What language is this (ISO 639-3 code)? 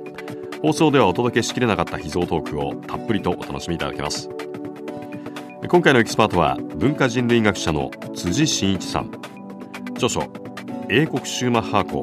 jpn